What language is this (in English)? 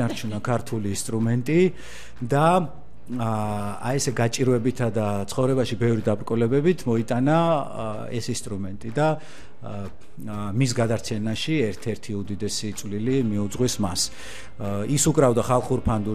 Georgian